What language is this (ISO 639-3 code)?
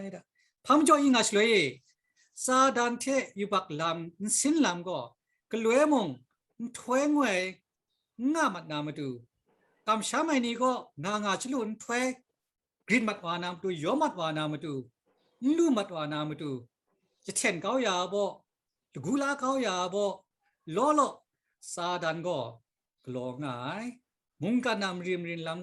kac